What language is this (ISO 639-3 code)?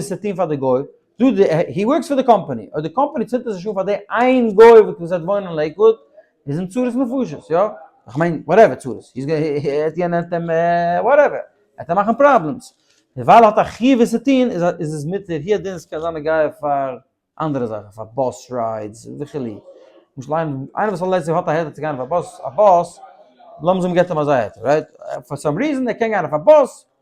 yid